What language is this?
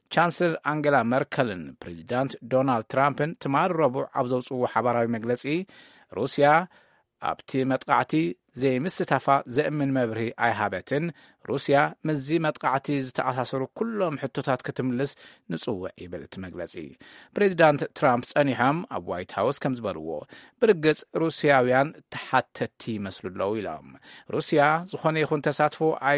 Tigrinya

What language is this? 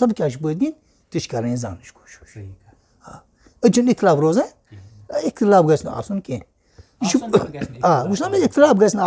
Kashmiri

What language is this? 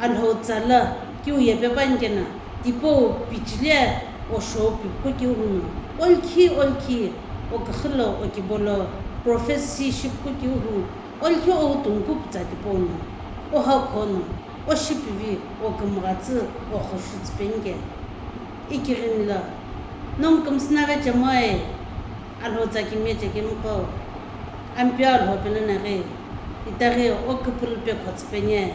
Sumi Naga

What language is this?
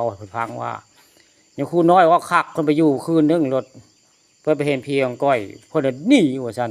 Northeastern Thai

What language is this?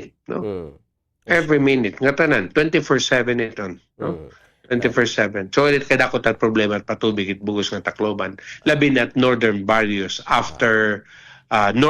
Waray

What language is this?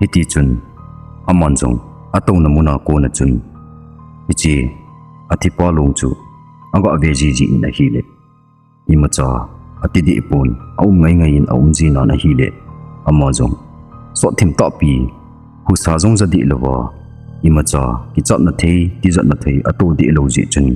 Thado Chin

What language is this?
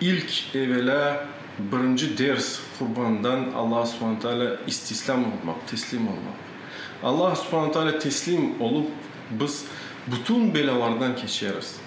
Crimean Tatar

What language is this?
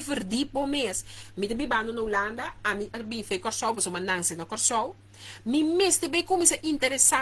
Papiamento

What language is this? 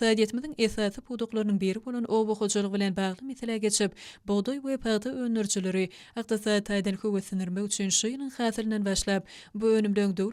Turkmen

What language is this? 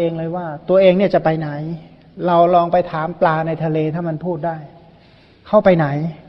Thai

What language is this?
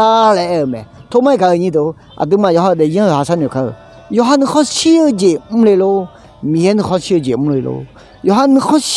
Akha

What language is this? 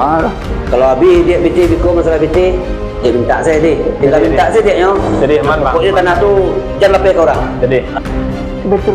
Minangkabau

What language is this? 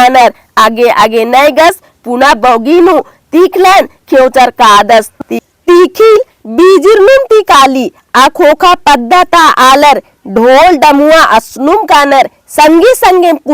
Kurukh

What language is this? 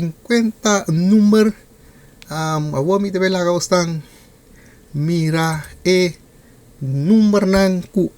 Papiamento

